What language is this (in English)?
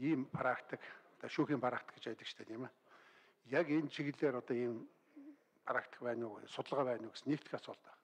Mongolian